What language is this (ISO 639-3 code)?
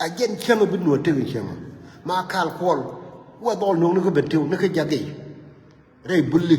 nus